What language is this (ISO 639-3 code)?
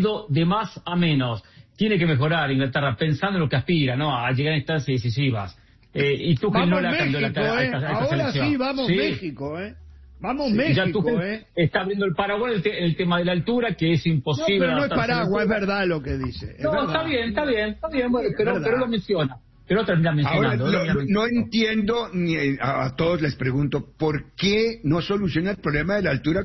spa